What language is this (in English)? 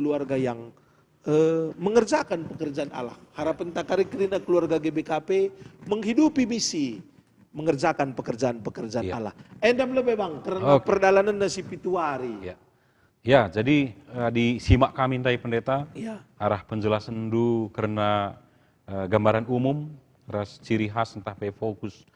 Batak Karo